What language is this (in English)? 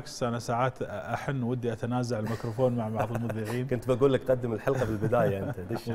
Gulf Arabic